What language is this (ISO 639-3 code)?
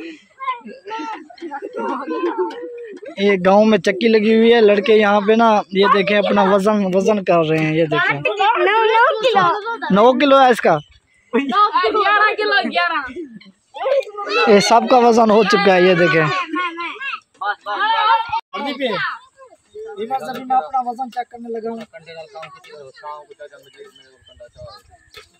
hin